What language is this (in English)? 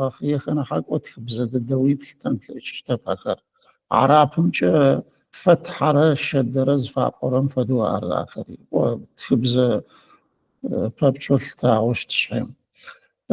Adyghe